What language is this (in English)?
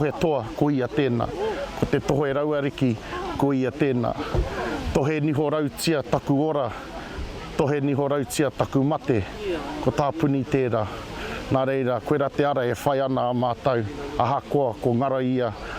Māori